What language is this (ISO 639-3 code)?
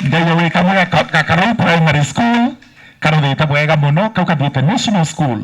mer